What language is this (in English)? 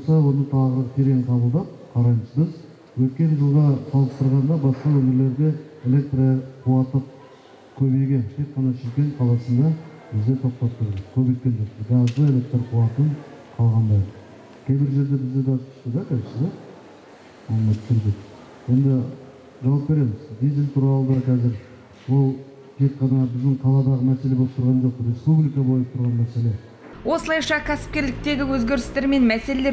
Kazakh